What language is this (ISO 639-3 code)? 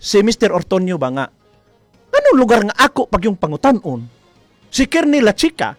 ceb